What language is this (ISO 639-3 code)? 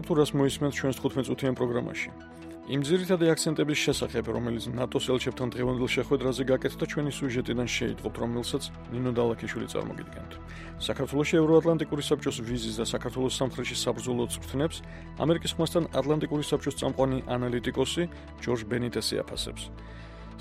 kat